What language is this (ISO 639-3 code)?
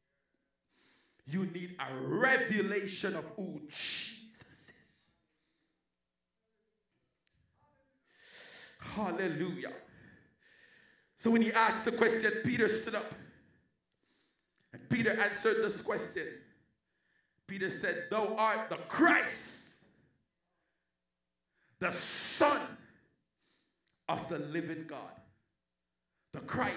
eng